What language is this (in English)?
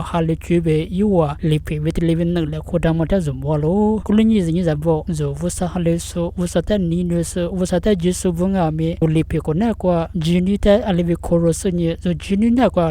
Lisu